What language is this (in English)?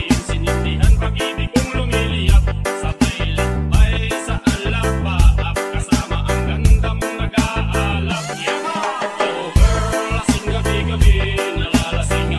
Filipino